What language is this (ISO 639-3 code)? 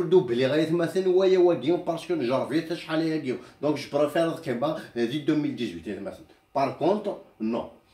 kab